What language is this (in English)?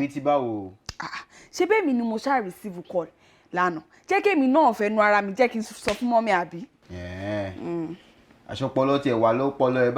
Yoruba